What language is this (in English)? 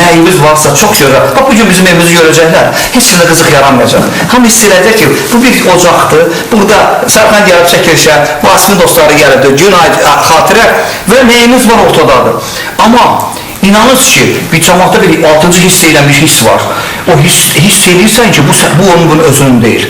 Azerbaijani